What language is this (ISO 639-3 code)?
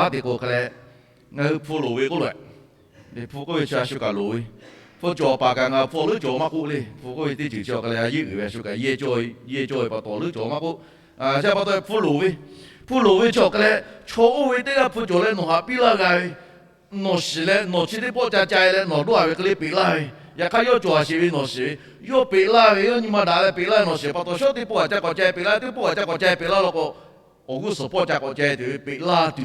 lhu